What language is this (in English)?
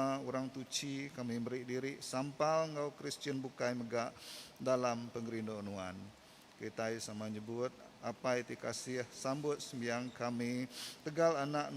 Iban